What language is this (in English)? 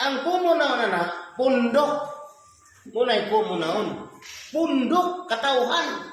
Cebuano